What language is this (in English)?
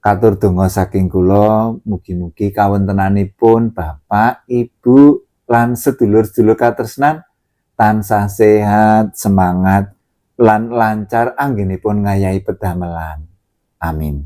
Javanese